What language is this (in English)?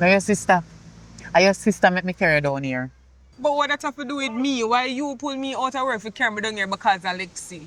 Jamaican Creole English